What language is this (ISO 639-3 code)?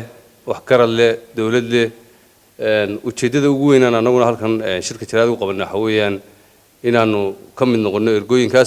som